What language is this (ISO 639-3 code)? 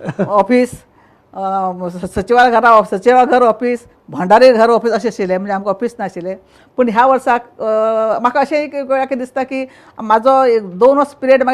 kok